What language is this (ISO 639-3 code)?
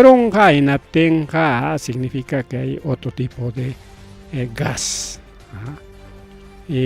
quy